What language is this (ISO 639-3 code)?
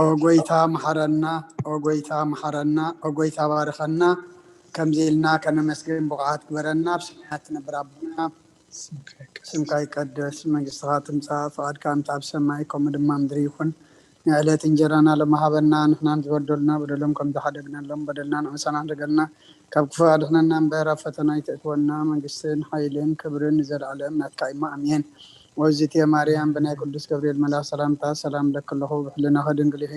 tir